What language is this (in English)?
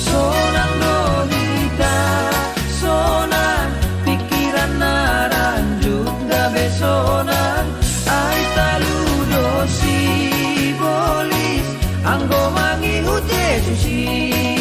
Batak Simalungun